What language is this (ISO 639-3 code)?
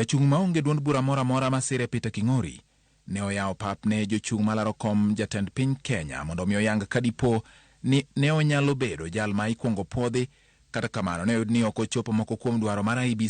luo